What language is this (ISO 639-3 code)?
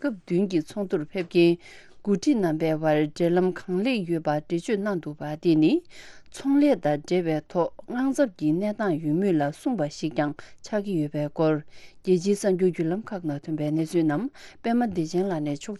bod